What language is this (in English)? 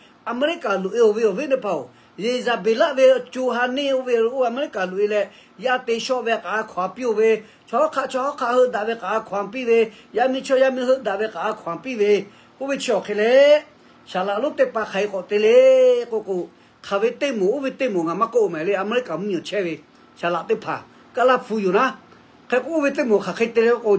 Lahu